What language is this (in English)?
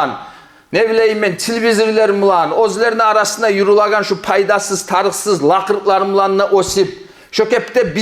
Kumyk